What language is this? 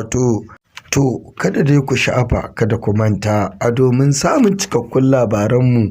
Hausa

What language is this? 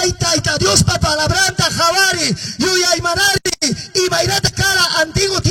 Quechua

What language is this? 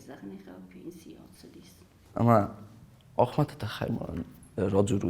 Ossetic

